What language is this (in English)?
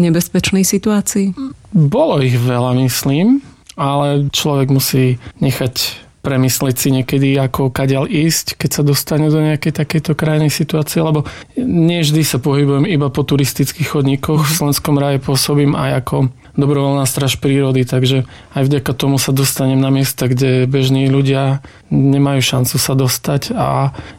Slovak